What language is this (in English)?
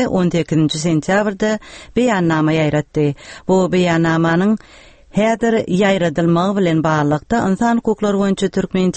Turkmen